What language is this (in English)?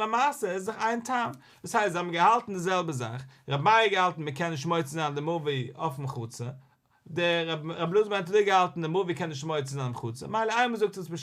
Yiddish